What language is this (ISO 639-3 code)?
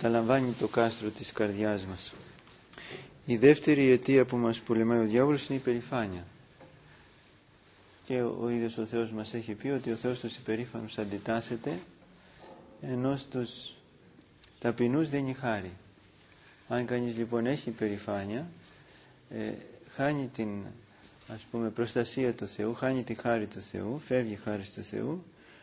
ell